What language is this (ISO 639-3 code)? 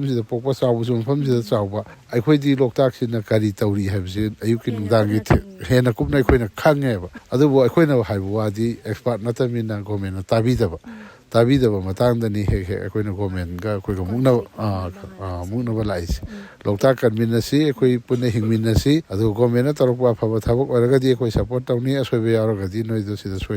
mni